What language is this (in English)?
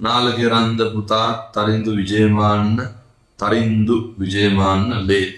Sinhala